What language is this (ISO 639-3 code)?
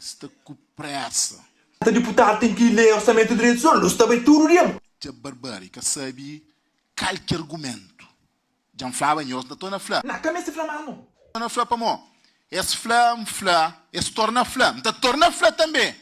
kea